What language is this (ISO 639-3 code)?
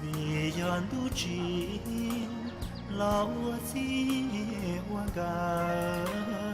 hmn